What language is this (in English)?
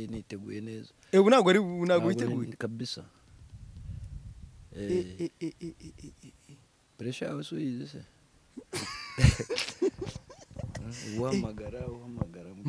Kinyarwanda